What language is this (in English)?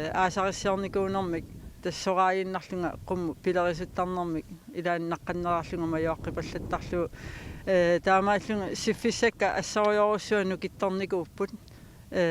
Kalaallisut